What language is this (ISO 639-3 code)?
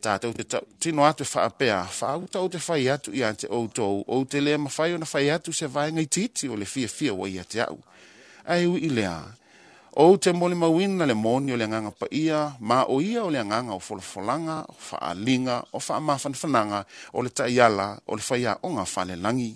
smo